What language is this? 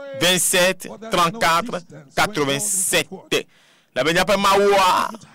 Ewe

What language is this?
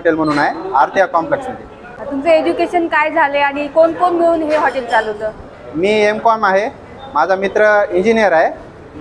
Marathi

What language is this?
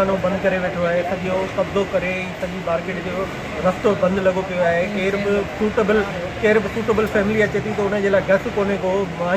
Sindhi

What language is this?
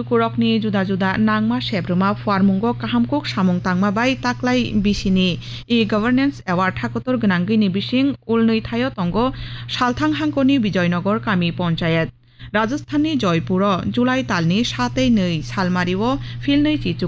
Kok Borok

